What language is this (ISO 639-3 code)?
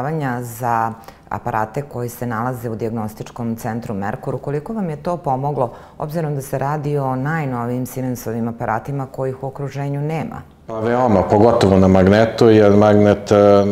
srp